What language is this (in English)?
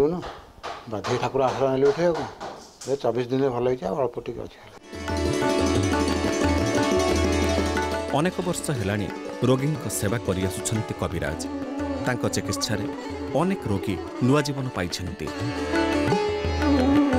Odia